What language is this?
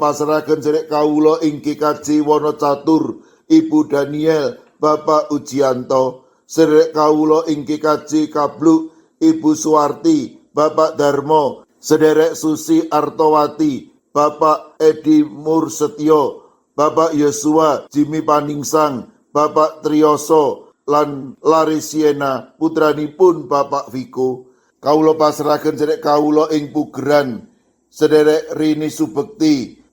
Javanese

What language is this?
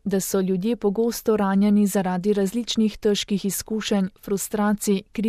Slovenian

